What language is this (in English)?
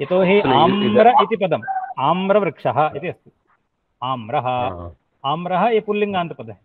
Sanskrit